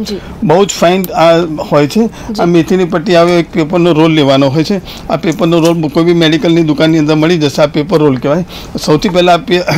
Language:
Gujarati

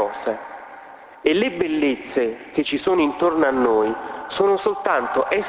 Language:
Italian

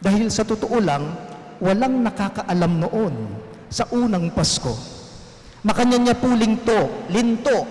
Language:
Pampanga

